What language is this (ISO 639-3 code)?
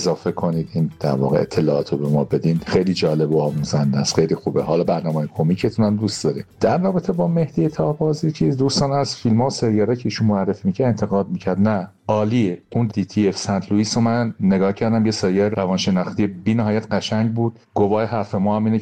fas